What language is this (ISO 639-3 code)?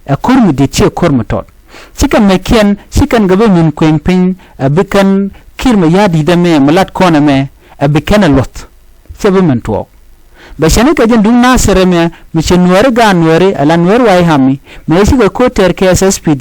nus